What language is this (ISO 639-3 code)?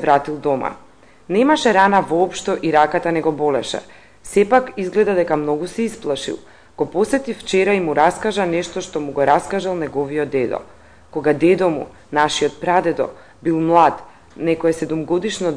mkd